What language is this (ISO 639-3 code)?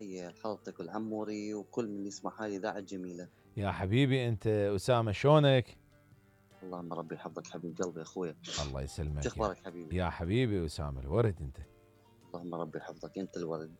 acm